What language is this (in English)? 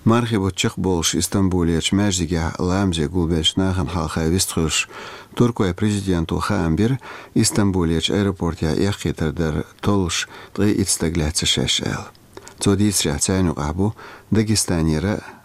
Chechen